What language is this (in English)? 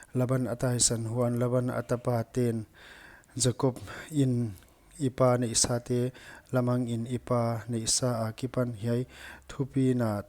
Paite Chin